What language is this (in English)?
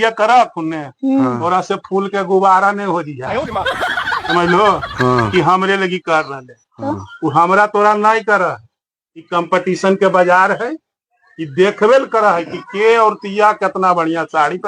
Magahi